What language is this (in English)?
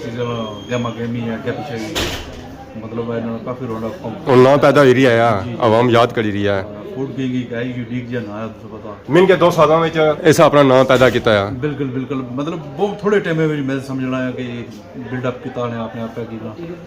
Pahari-Potwari